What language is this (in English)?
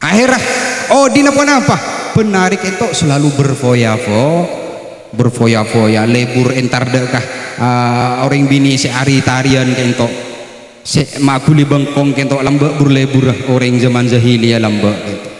Madurese